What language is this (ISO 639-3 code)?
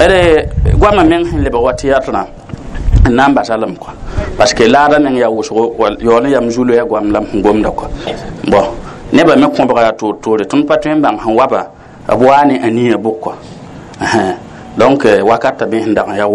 mos